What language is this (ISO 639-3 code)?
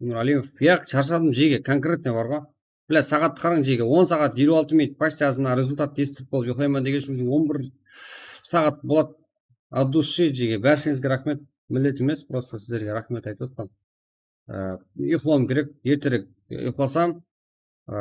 kaa